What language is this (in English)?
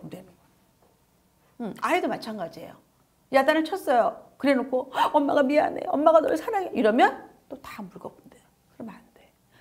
Korean